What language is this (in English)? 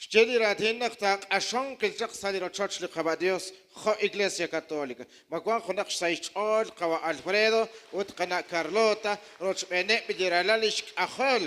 Kekchí